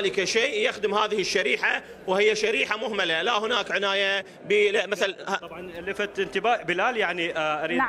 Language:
Mesopotamian Arabic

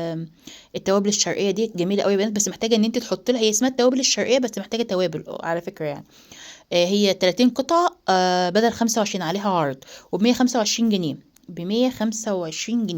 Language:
Egyptian Arabic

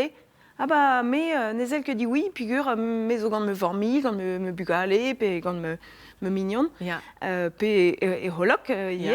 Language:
Breton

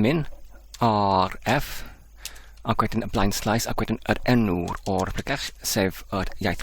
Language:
Welsh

